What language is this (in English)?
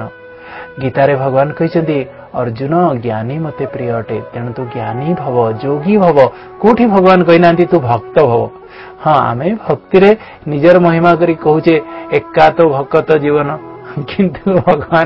Odia